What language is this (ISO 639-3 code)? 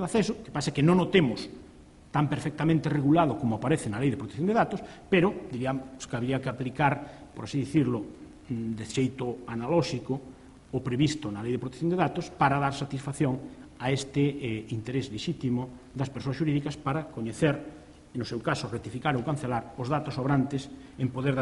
glg